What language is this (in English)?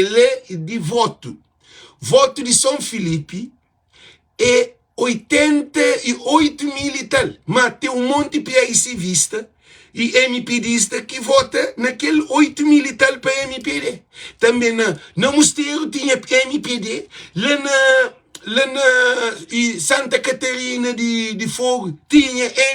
Kabuverdianu